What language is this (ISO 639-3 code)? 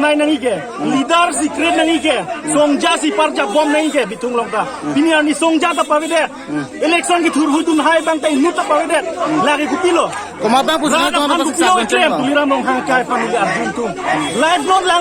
mjw